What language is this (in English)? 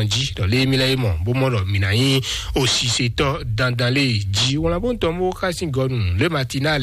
Fon